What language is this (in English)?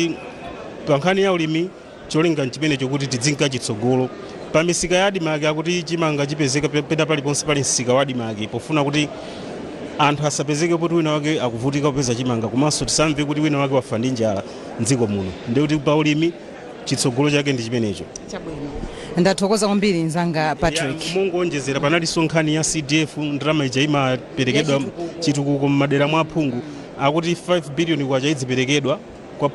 Nyanja